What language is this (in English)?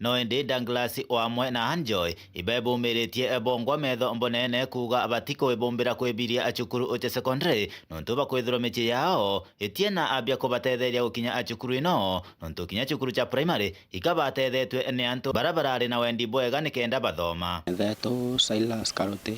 Meru